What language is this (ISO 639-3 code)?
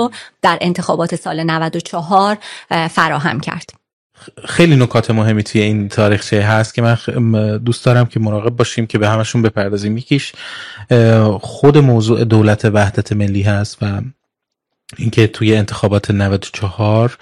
fas